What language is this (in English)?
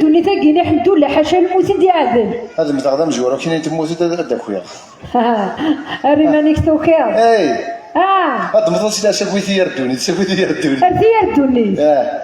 Kabyle